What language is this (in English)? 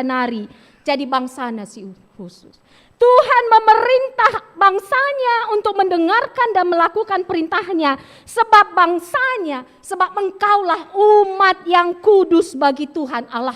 Batak Karo